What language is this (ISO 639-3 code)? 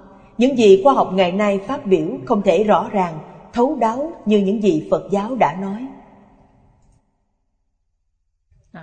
vie